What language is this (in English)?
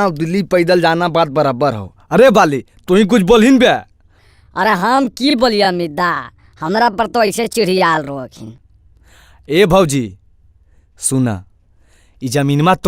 Magahi